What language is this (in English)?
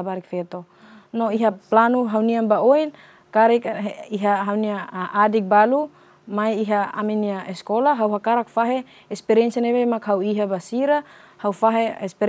Tetum